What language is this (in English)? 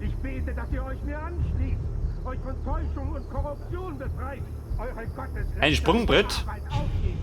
Bavarian